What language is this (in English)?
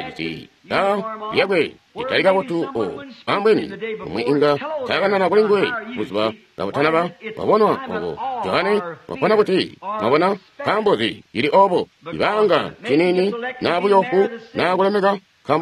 Tonga (Zambia)